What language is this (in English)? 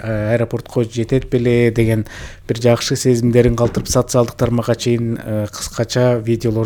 Kyrgyz